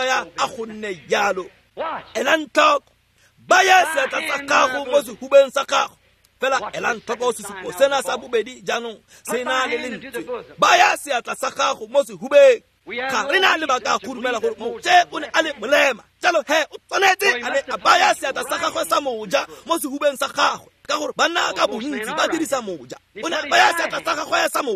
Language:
Tswana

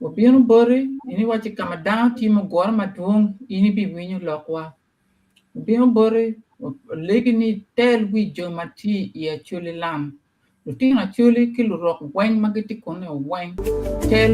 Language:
Acoli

